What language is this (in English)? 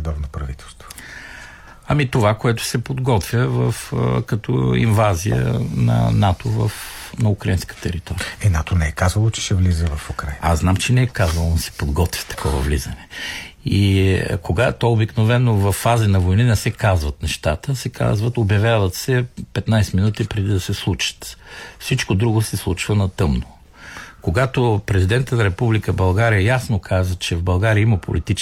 Bulgarian